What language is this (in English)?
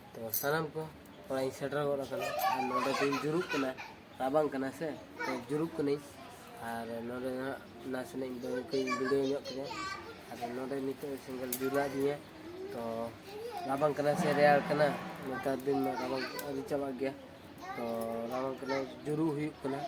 Santali